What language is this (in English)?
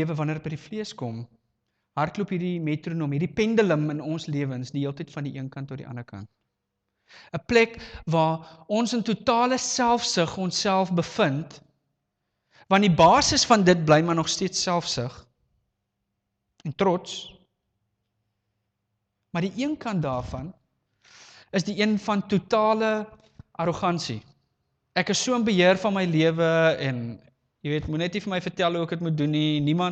Afrikaans